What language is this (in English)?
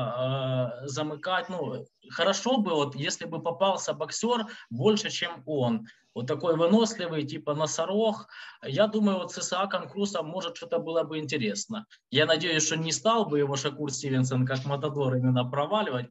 Russian